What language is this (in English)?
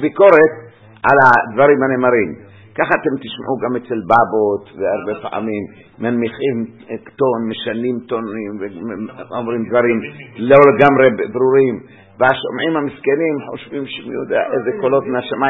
Hebrew